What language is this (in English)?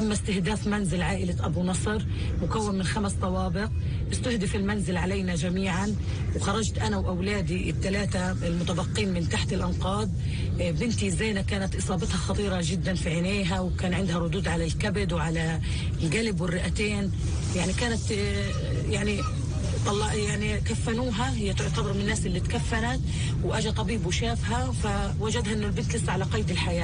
North Levantine Arabic